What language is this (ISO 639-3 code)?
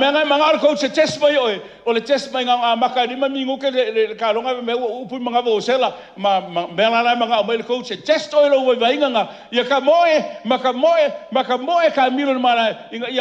smo